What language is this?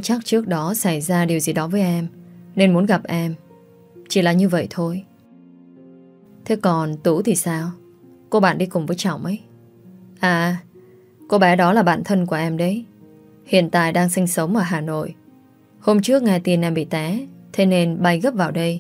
Vietnamese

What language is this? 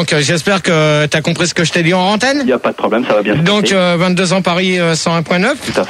French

